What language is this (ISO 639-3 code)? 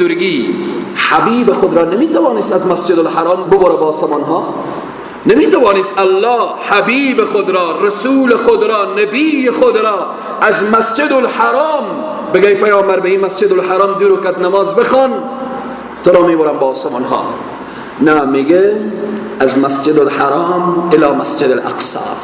fas